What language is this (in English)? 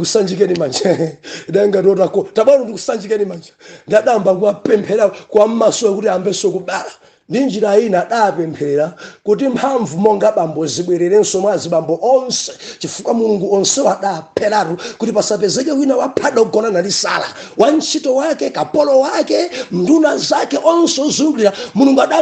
Nyanja